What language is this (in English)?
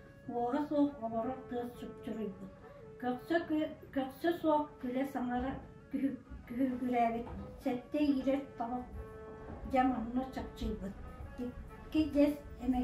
Yakut